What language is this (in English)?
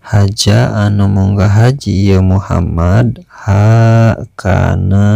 Sundanese